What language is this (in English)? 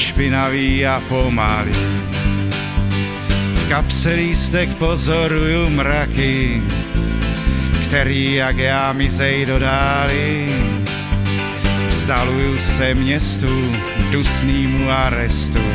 Czech